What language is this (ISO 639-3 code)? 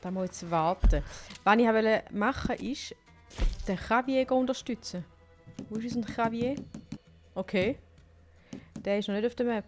gsw